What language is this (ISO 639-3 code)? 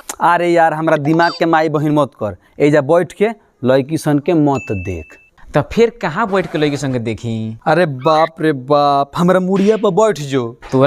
bho